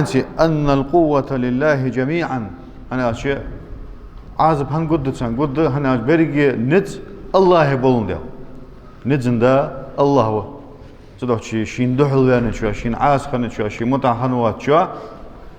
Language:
Ingush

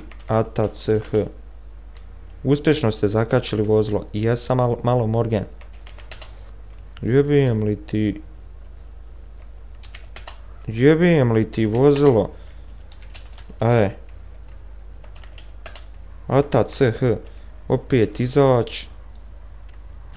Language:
Bosnian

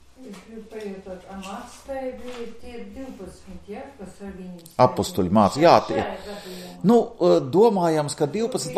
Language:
Latvian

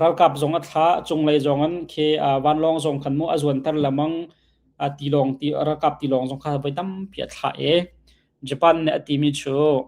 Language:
Hakha Chin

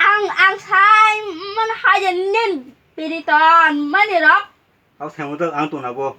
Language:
Kok Borok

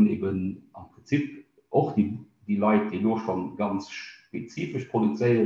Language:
Luxembourgish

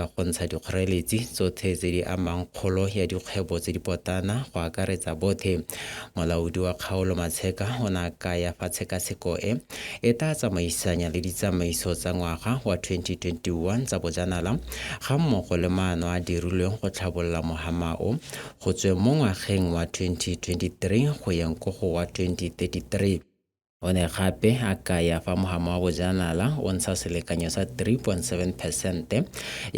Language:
Tswana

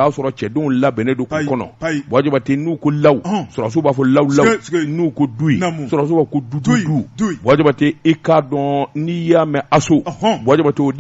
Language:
Bambara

